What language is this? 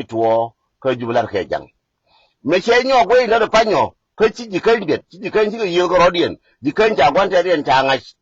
Nuer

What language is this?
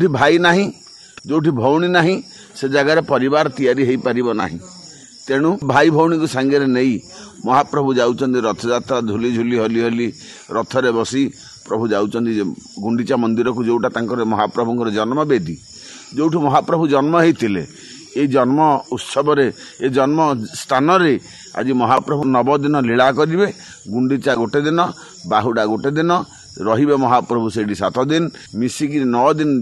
Odia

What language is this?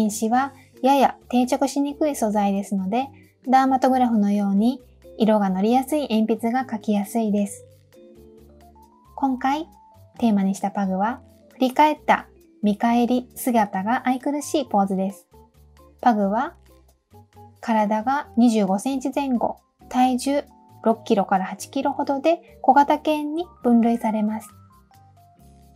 Japanese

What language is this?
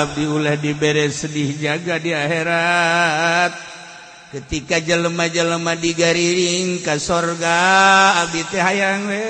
Sundanese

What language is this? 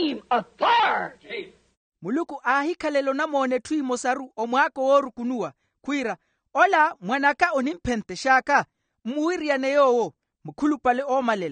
Makhuwa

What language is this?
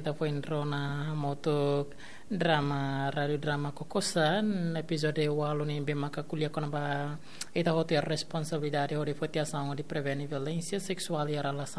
Tetum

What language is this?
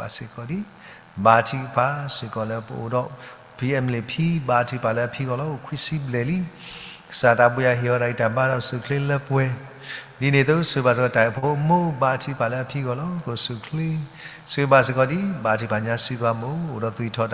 S'gaw Karen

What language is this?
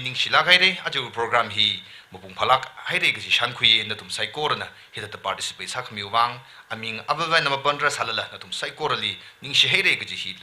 Tangkhul Naga (India)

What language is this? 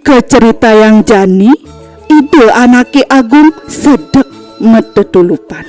Balinese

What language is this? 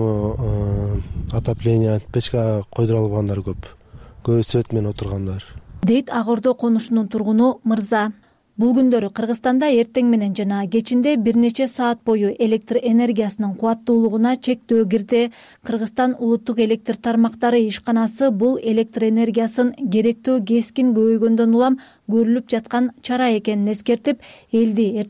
Kyrgyz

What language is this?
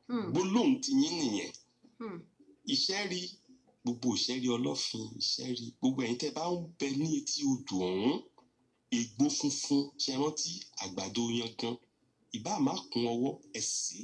Yoruba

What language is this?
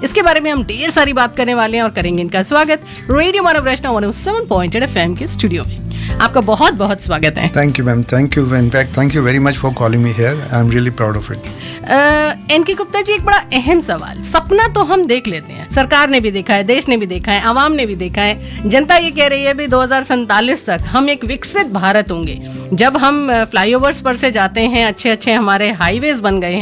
Hindi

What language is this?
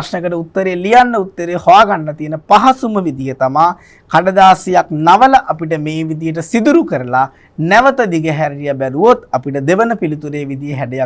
Sinhala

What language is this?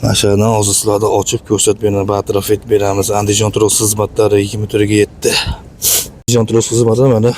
Uzbek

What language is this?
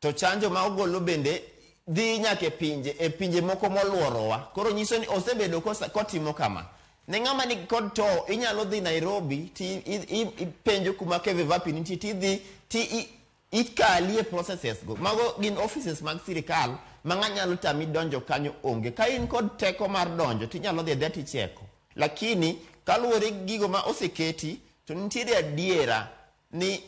Luo (Kenya and Tanzania)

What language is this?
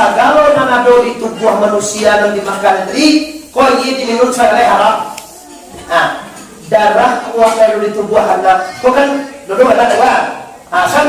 Minangkabau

